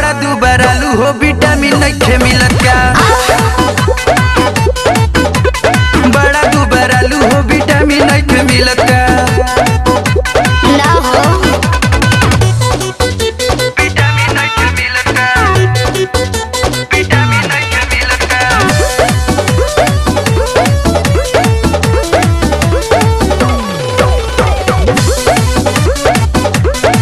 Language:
Bhojpuri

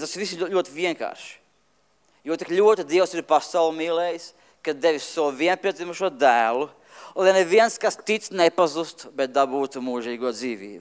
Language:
Latvian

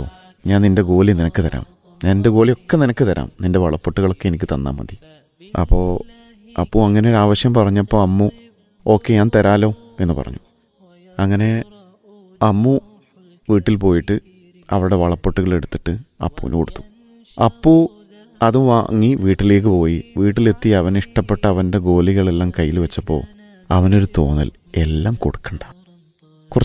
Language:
Malayalam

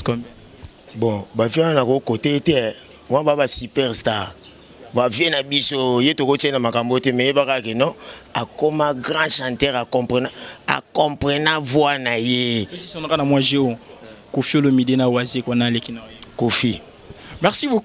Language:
Lingala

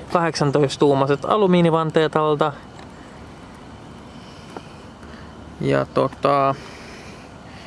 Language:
Finnish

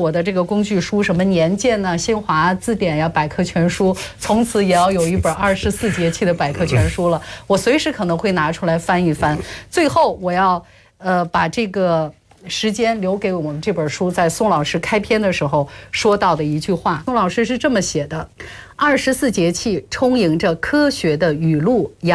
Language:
Chinese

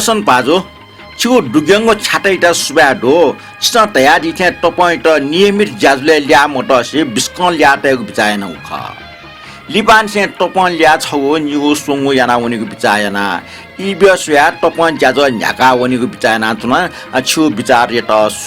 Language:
Newari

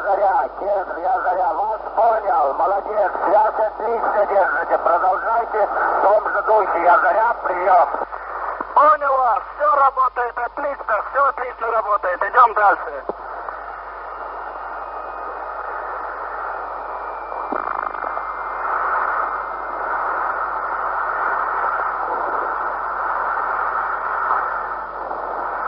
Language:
Russian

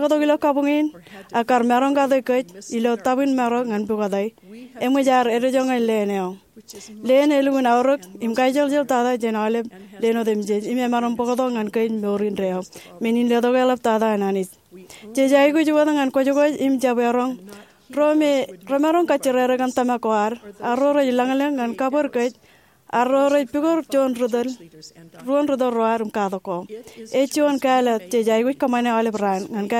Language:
Marshallese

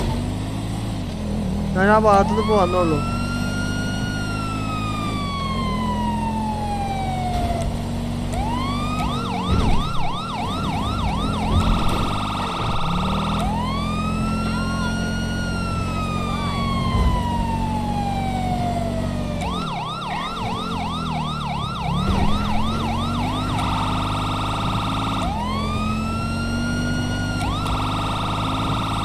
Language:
Malayalam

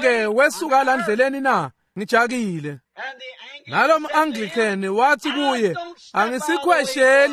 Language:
Swati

